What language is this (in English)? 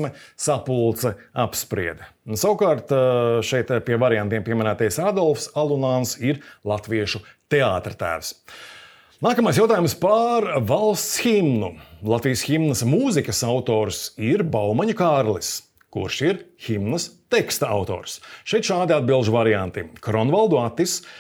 Latvian